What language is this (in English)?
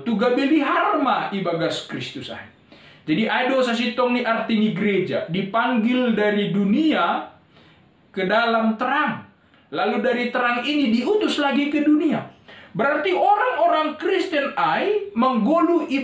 Batak Simalungun